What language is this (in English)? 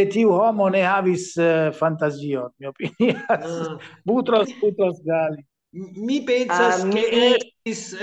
Esperanto